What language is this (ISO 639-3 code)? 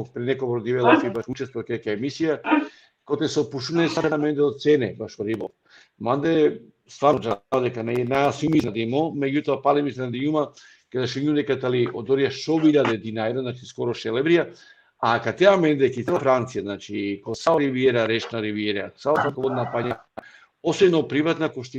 rmn